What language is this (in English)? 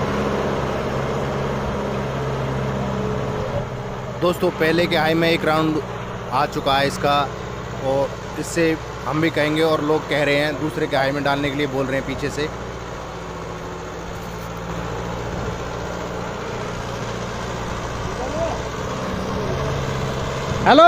Hindi